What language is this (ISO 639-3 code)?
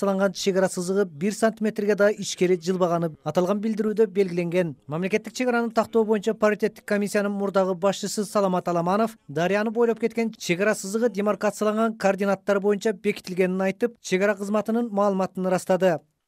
kir